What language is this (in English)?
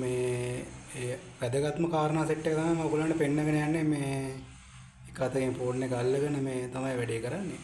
Sinhala